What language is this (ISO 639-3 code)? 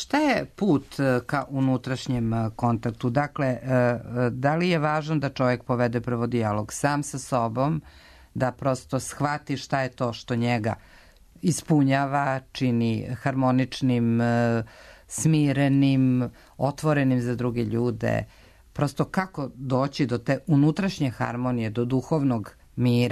srp